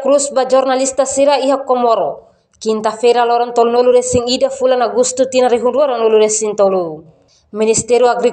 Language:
Tetum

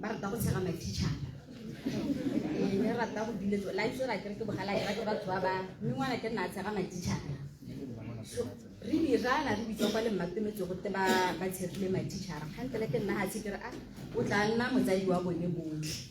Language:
Tswana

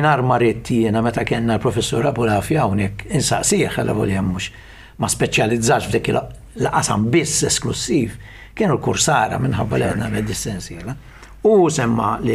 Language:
Maltese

